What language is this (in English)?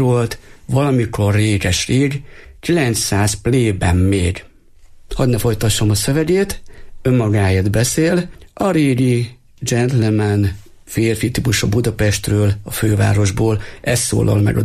Hungarian